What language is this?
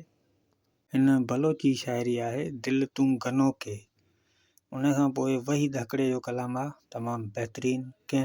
Sindhi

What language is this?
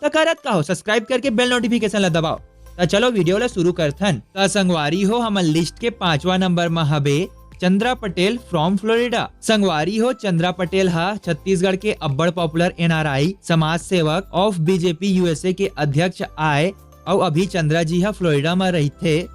Chhattisgarhi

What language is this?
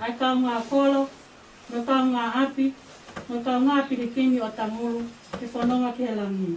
Tongan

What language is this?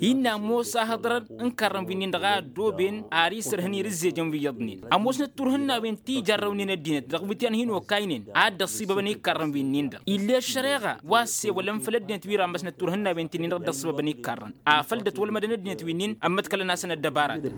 Tamasheq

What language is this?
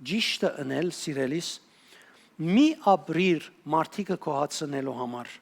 Western Armenian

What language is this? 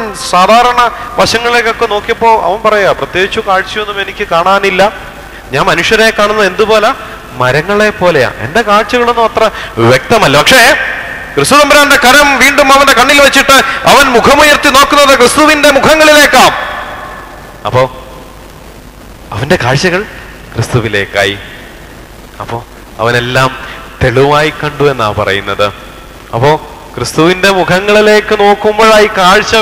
Malayalam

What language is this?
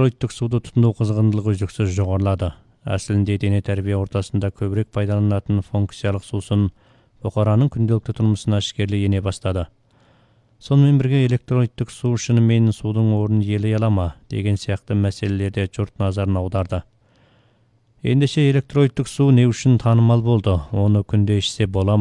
Kazakh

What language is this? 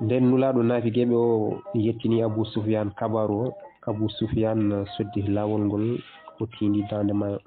Fula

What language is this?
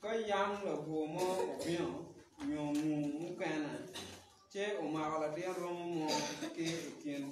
Acoli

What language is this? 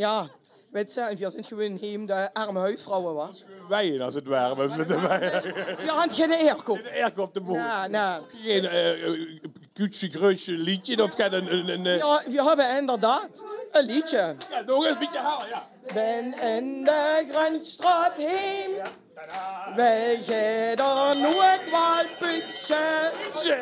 Limburgish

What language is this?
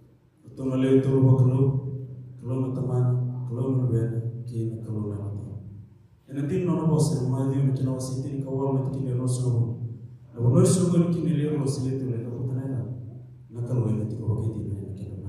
Fijian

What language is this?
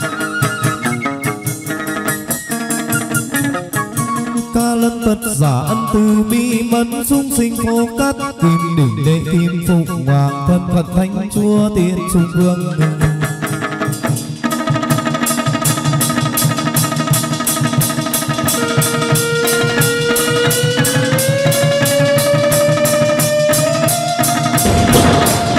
Vietnamese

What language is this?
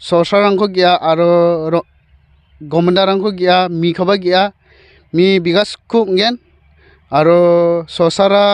Bodo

